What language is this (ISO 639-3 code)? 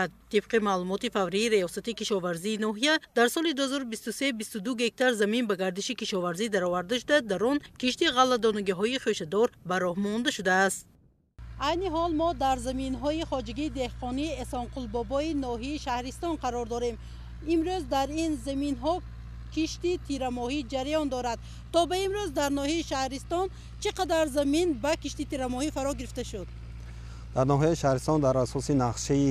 tgk